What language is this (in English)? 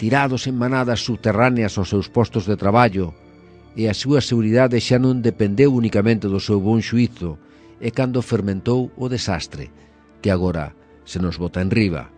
Galician